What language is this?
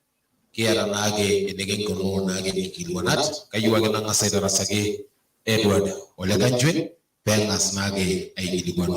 Masai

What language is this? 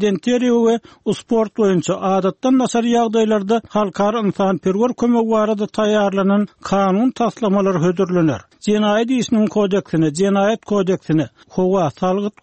Turkmen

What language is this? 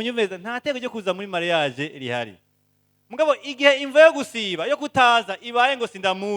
Rundi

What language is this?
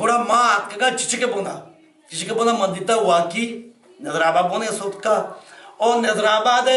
Baluchi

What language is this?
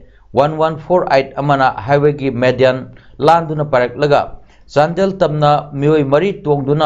Manipuri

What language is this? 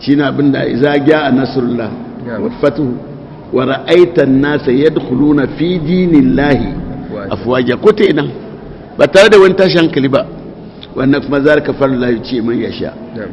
Hausa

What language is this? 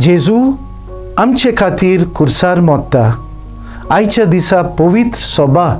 Konkani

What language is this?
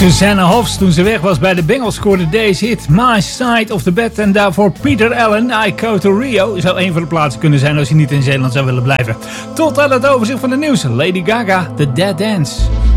Dutch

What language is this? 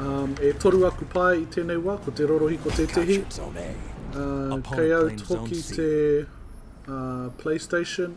Māori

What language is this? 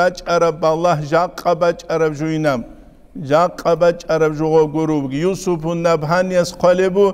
Avaric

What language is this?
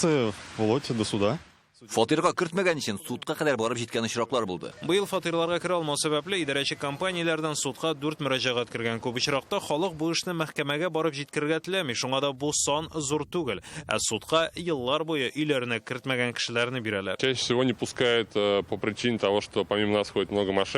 Tatar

